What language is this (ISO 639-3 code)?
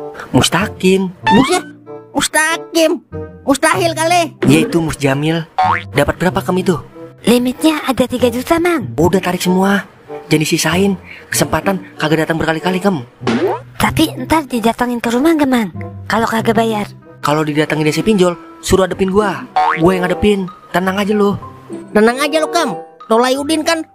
bew